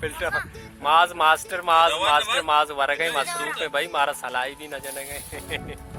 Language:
Baluchi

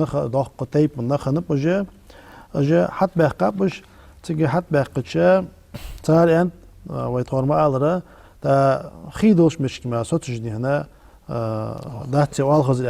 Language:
Ingush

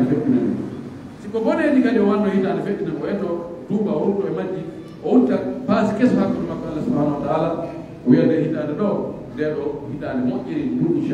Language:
Pular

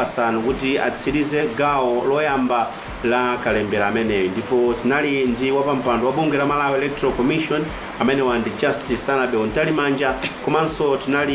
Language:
Nyanja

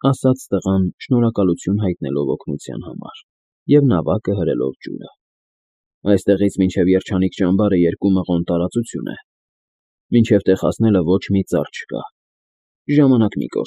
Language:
Armenian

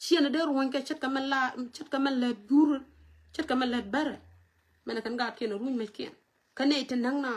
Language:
Nuer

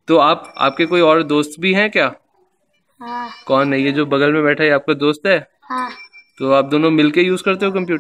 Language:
Hindi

